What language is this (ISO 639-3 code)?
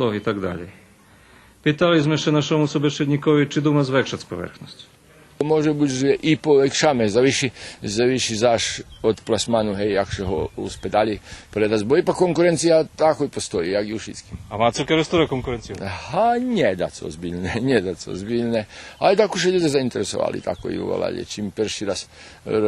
rue